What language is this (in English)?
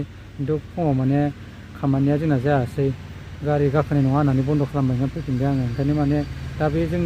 Bodo